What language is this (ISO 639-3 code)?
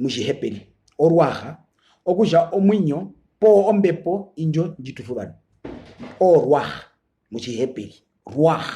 her